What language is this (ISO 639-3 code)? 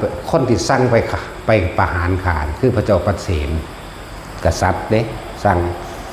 tts